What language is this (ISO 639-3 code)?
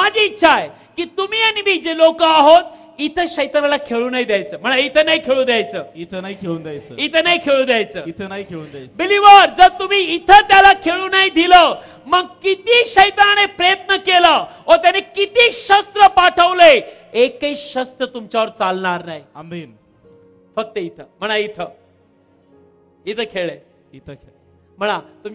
mar